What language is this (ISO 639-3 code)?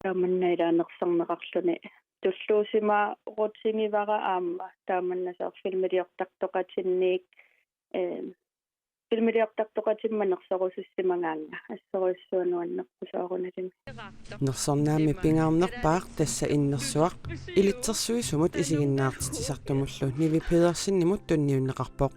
kal